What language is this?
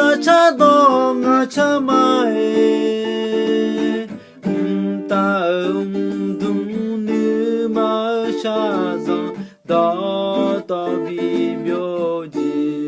Akha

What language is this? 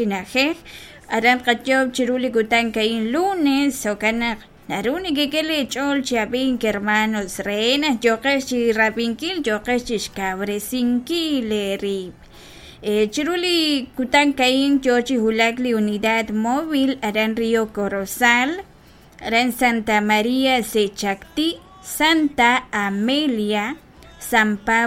Kekchí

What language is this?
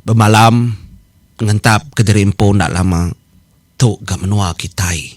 Iban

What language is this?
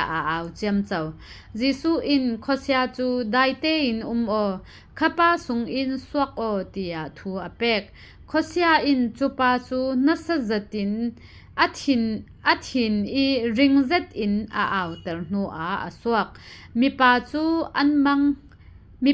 Falam Chin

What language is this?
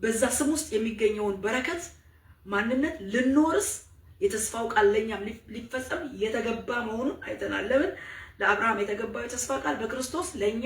Amharic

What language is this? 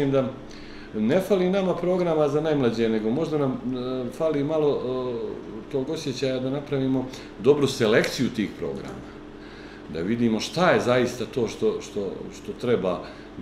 Bosnian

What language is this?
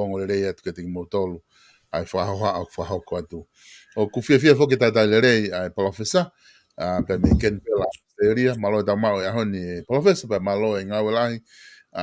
Tongan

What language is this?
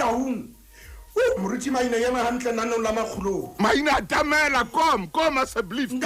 Southern Sotho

